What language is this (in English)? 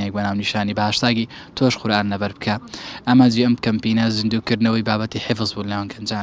Central Kurdish